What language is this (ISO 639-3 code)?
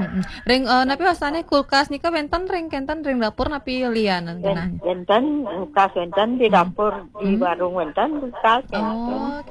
ban